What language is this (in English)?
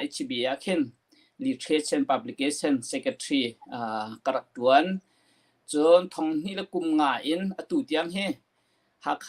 Hakha Chin